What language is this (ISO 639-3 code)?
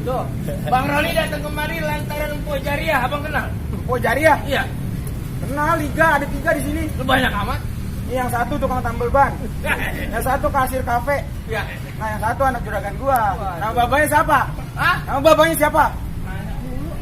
bew